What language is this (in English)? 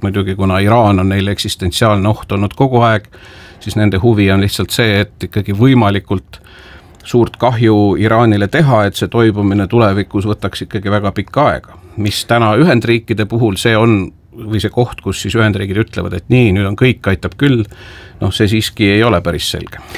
Estonian